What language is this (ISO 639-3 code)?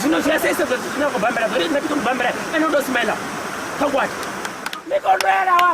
ven